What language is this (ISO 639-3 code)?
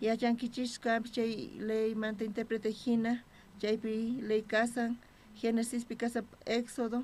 quh